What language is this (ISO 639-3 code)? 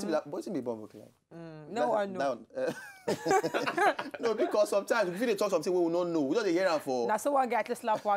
pcm